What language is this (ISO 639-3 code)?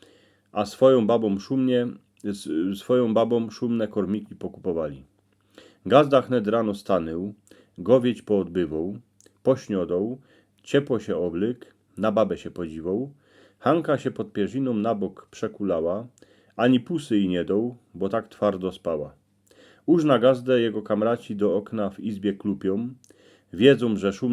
szl